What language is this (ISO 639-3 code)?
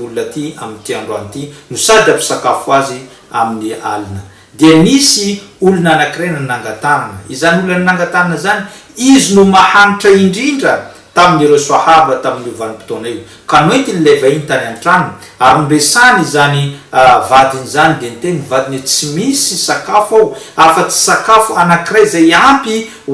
mlg